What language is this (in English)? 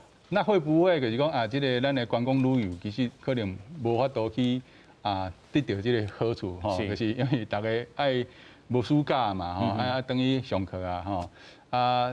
Min Nan Chinese